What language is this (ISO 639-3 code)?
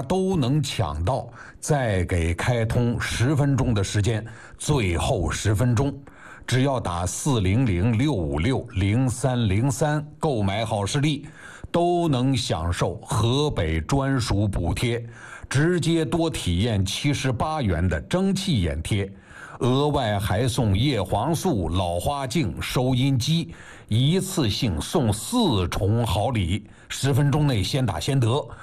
zho